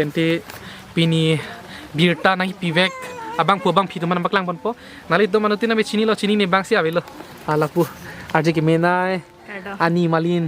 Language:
Karbi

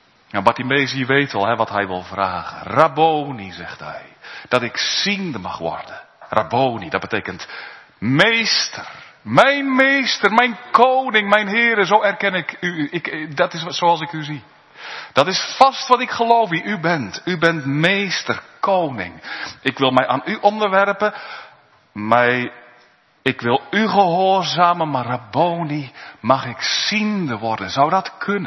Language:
Dutch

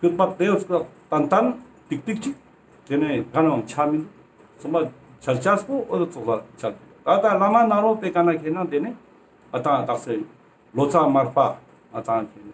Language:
Ladakhi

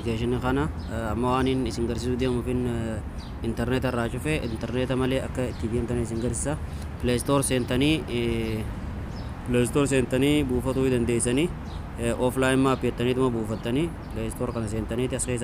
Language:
Oromo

